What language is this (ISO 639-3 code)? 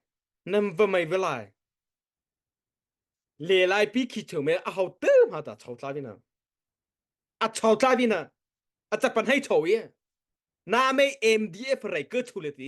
mrh